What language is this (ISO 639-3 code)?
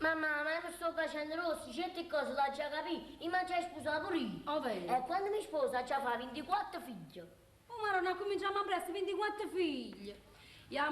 nap